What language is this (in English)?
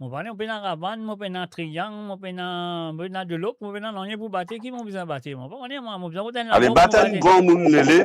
Morisyen